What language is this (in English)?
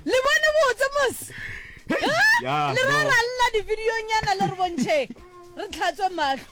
Northern Sotho